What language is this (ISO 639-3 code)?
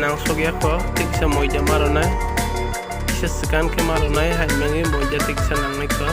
trp